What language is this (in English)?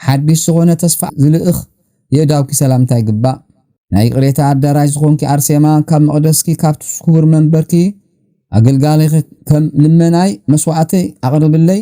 Tigrinya